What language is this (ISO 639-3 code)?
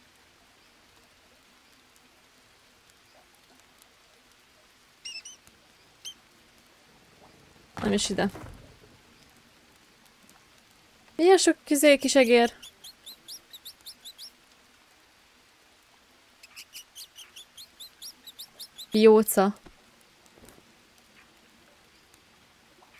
hun